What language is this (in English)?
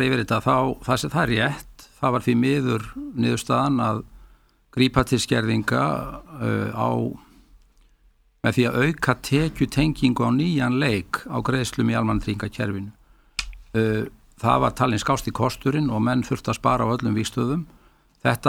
Icelandic